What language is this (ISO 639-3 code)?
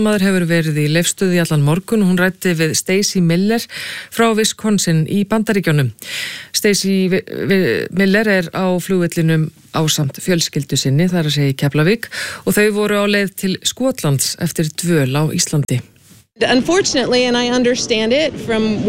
isl